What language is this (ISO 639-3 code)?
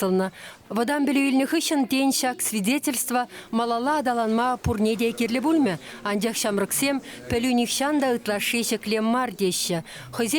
chv